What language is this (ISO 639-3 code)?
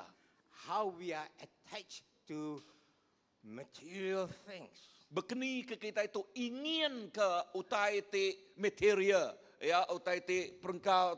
iba